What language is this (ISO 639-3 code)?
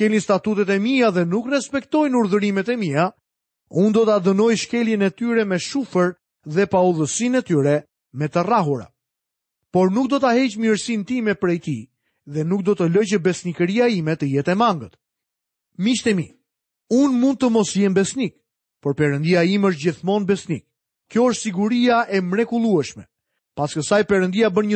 sqi